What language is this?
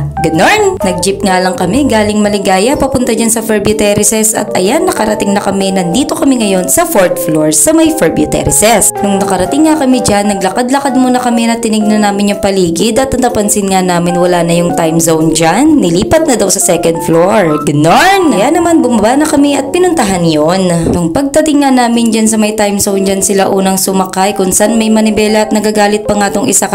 Filipino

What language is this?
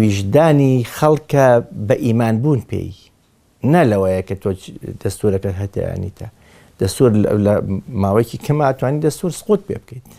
Central Kurdish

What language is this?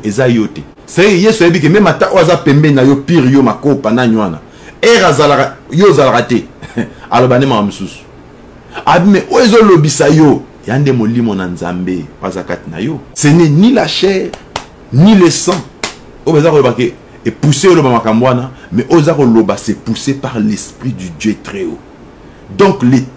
Lingala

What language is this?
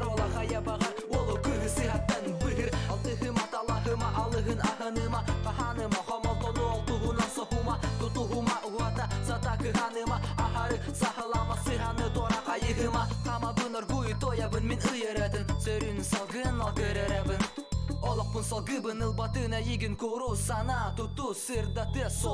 Yakut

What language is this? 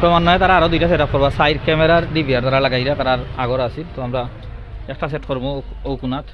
Sylheti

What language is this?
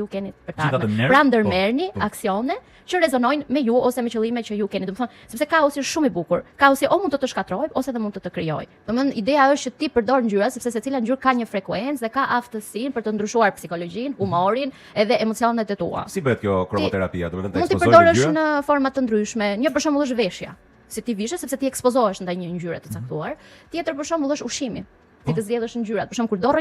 Albanian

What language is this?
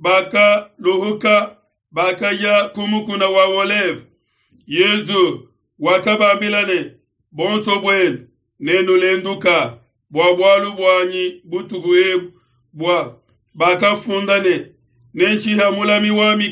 Luba-Lulua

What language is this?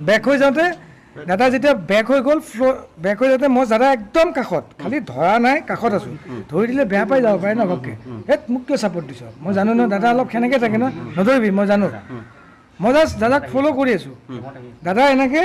Assamese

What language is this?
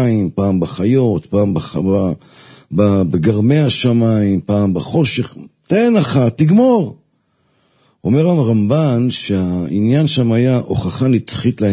Hebrew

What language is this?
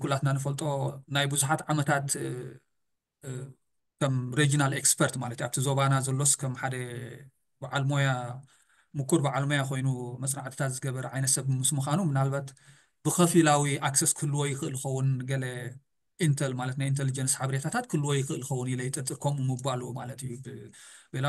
Tigrinya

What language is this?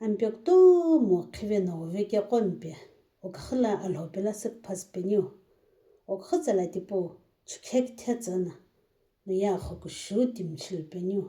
Sumi Naga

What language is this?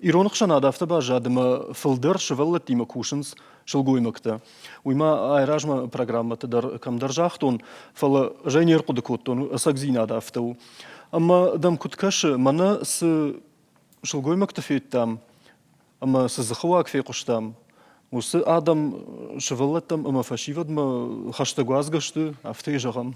Ossetic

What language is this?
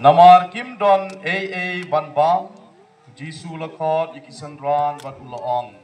Khasi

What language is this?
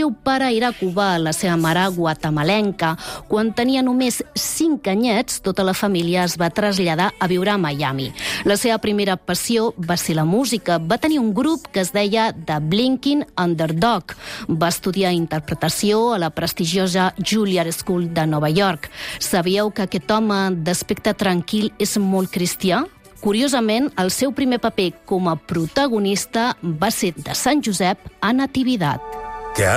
Catalan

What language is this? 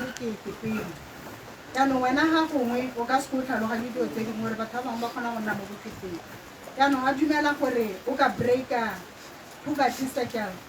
Tswana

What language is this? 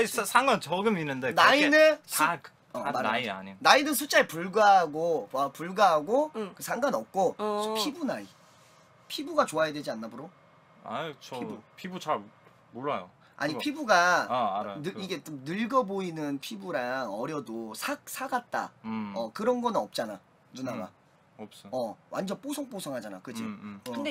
Korean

